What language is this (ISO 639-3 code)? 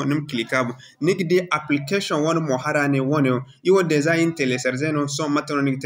dje